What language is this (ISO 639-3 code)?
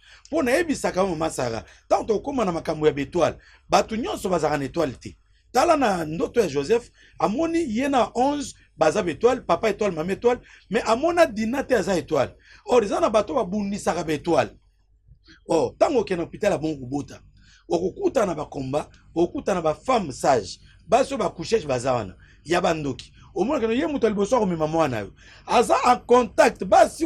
lin